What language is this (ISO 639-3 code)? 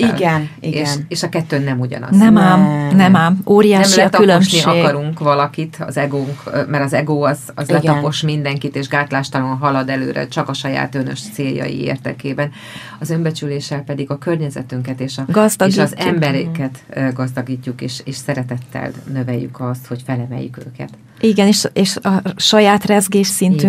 hun